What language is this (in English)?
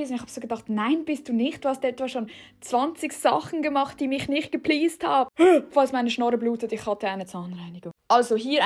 Swiss German